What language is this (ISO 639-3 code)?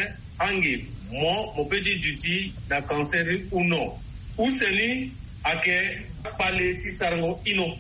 sag